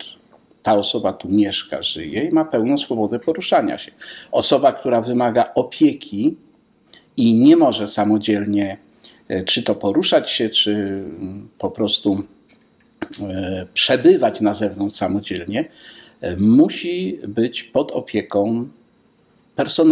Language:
Polish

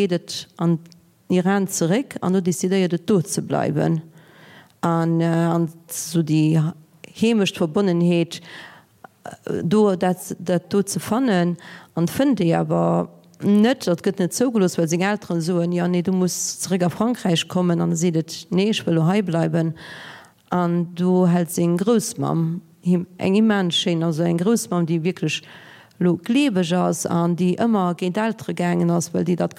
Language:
Luxembourgish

